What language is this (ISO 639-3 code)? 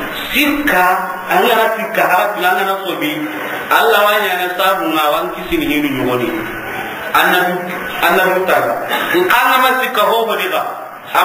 snk